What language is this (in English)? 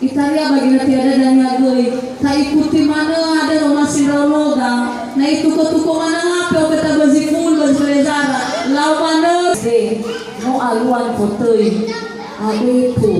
Nias